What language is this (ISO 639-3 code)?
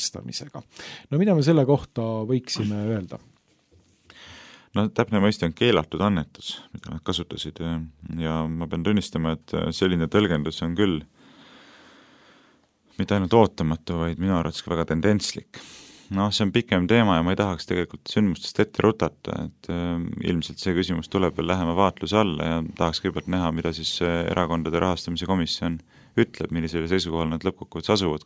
est